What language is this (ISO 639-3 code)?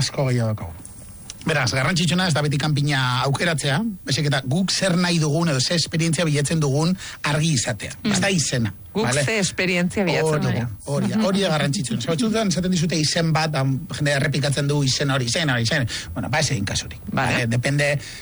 eus